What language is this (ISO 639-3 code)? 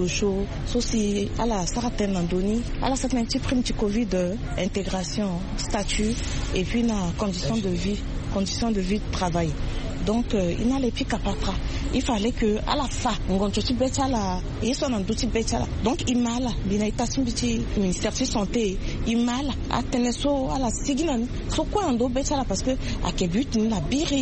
sag